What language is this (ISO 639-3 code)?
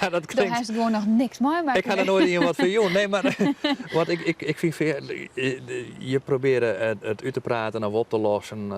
fry